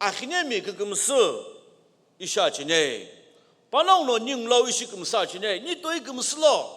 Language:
Sumi Naga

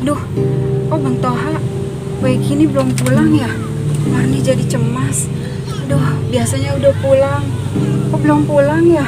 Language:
Betawi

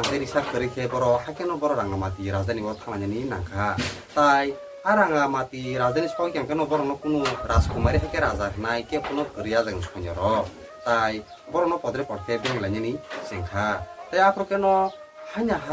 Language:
Kok Borok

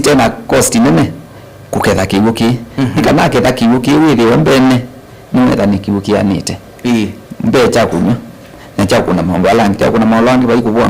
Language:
Kamba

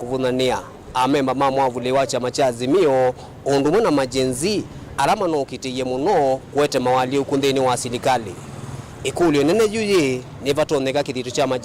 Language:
Kamba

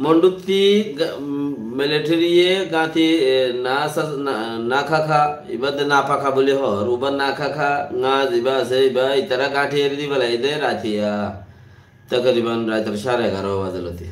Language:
Rohingya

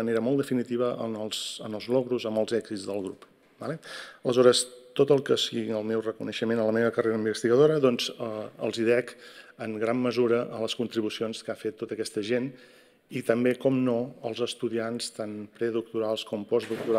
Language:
Catalan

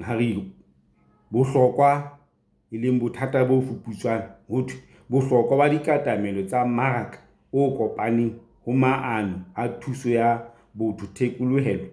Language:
Southern Sotho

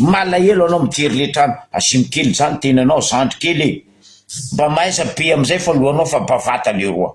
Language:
Malagasy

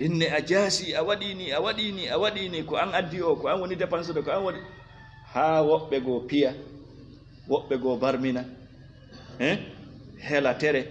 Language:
Fula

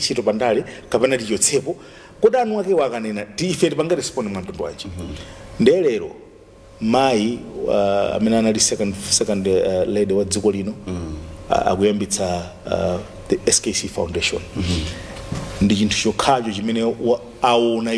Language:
Nyanja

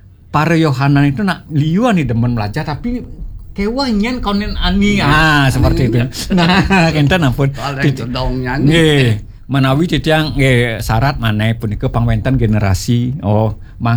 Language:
Balinese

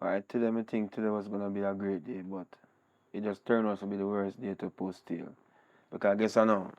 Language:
Jamaican Creole English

